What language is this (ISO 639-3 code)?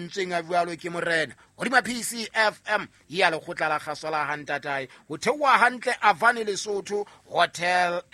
sot